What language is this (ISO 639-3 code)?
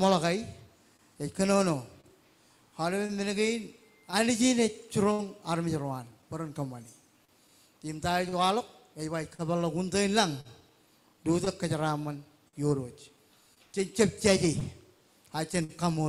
mah